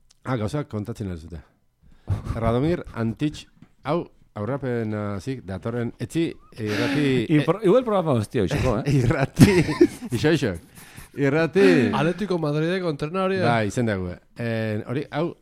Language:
Basque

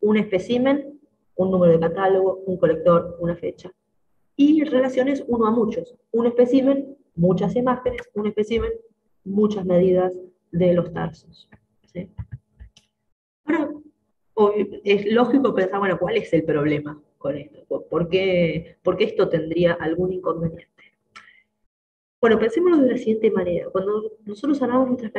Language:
Spanish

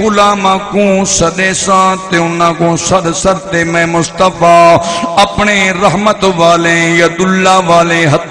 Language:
Saraiki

